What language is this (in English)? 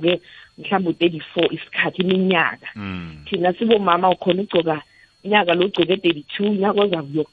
South Ndebele